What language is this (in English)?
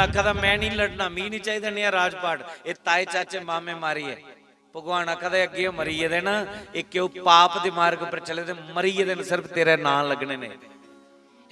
Dogri